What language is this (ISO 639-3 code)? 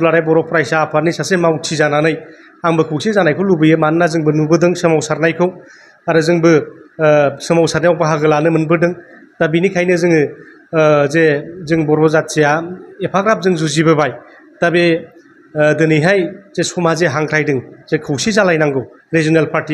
brx